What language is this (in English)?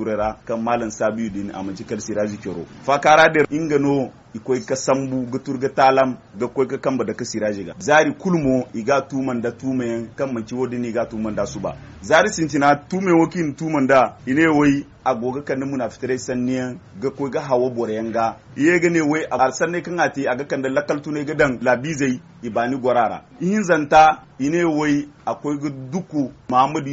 Zarma